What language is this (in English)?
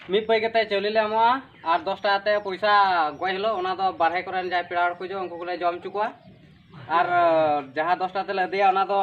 Santali